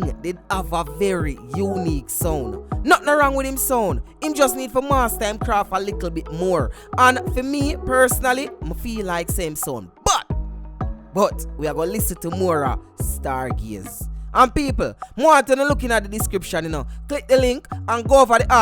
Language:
Jamaican Creole English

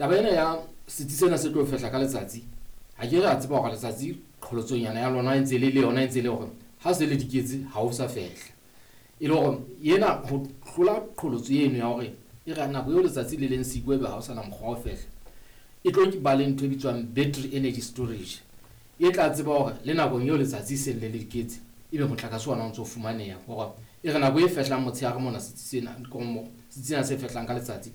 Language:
Southern Sotho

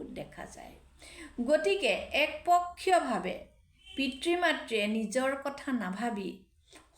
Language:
Assamese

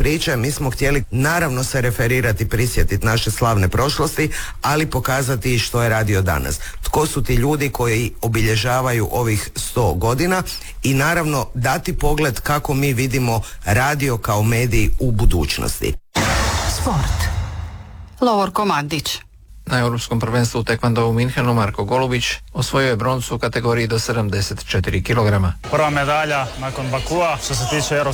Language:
Croatian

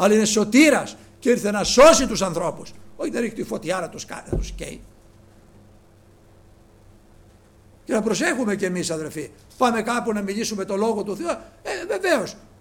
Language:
Greek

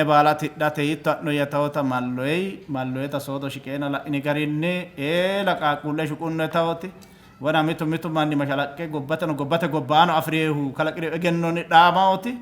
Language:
Sidamo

